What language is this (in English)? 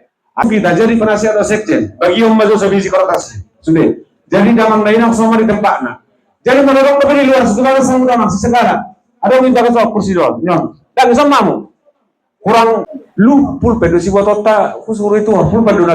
Batak Toba